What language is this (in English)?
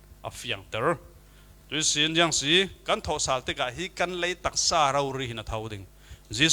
Falam Chin